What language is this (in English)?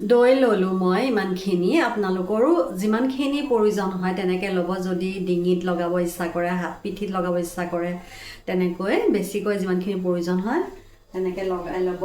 Assamese